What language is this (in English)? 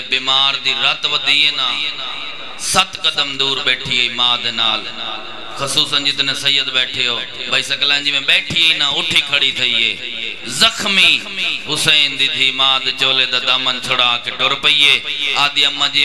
Saraiki